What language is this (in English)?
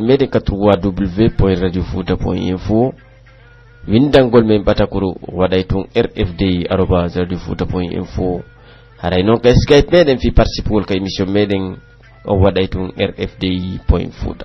Pular